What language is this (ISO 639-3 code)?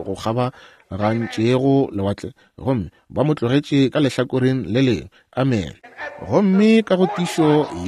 nso